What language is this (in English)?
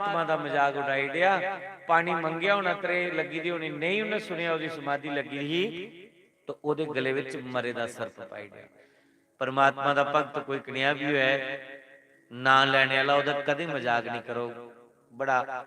Dogri